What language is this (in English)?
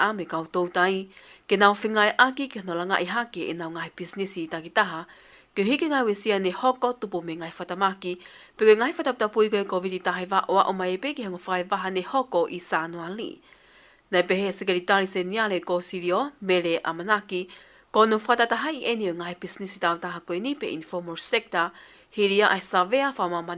Tongan